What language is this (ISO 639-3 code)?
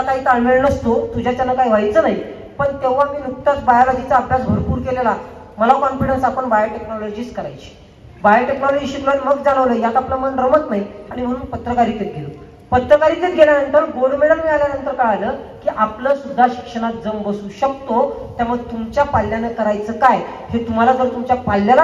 mar